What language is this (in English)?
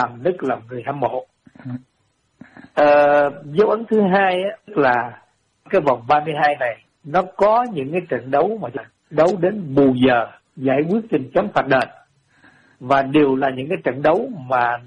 Vietnamese